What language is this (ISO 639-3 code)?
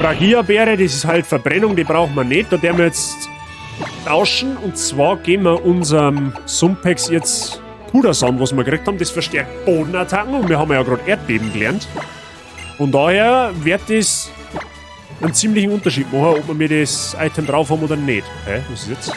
bar